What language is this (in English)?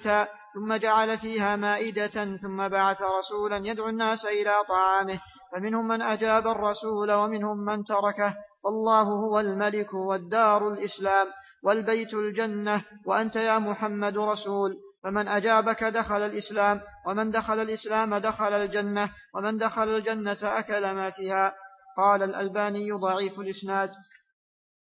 Arabic